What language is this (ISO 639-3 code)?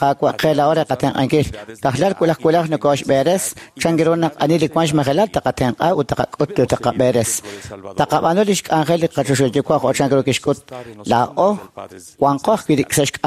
kek